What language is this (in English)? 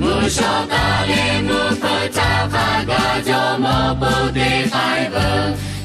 Lahu